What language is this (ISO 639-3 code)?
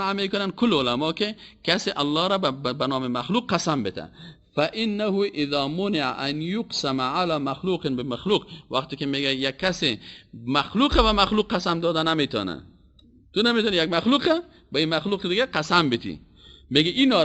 fas